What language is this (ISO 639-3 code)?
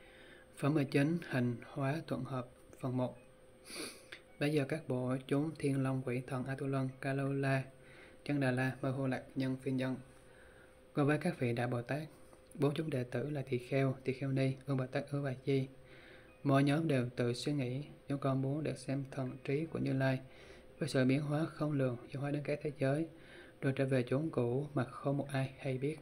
vie